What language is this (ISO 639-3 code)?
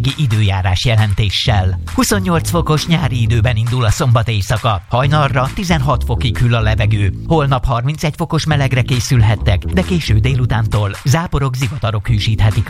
hun